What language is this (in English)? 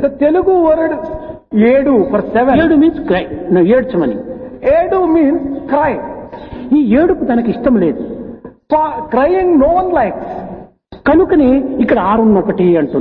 Telugu